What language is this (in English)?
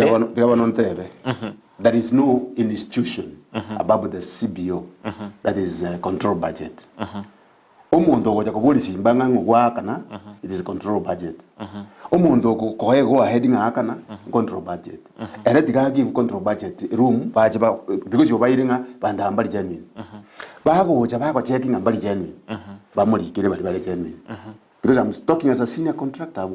Gusii